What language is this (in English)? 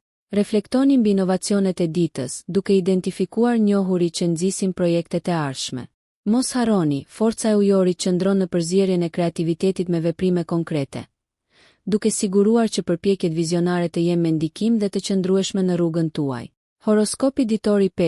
Albanian